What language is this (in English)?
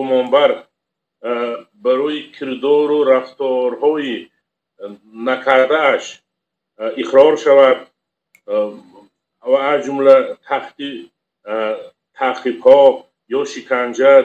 Tajik